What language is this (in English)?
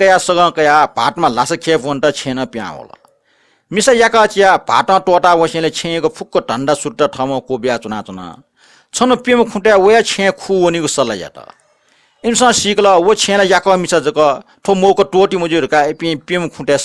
Newari